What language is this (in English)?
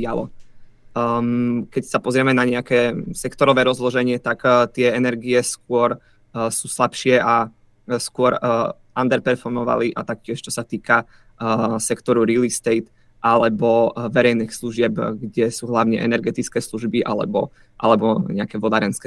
Slovak